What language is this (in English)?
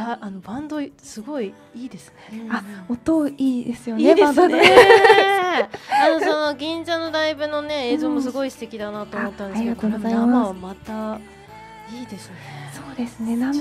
Japanese